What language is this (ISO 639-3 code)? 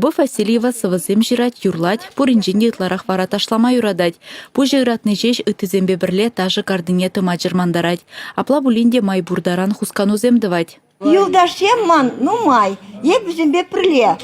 chv